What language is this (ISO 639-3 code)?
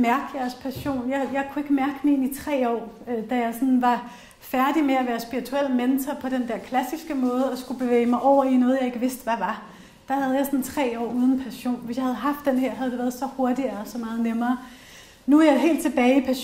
dan